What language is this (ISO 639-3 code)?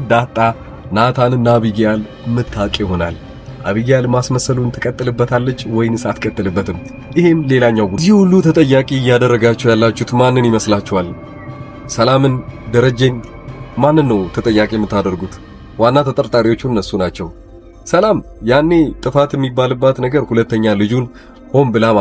amh